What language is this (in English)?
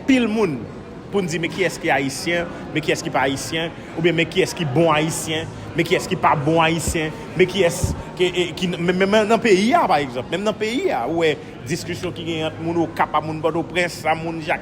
Haitian Creole